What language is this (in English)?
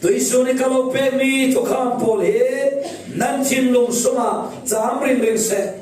Falam Chin